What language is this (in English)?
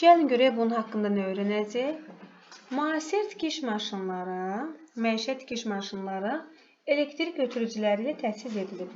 Azerbaijani